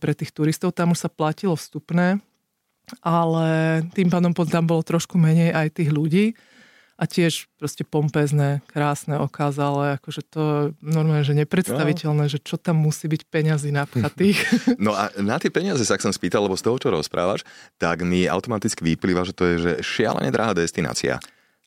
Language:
Slovak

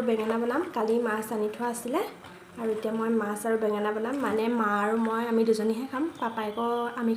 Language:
Assamese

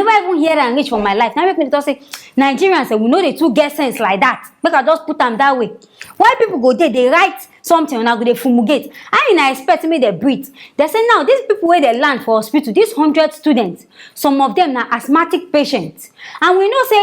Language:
Nigerian Pidgin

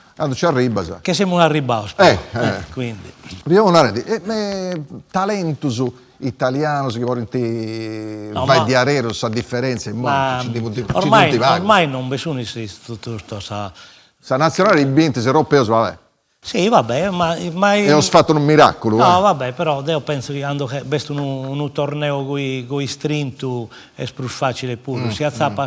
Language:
Sardinian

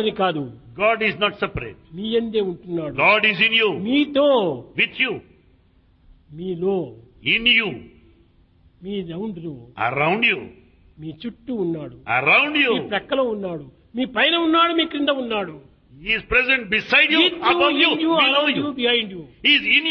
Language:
Telugu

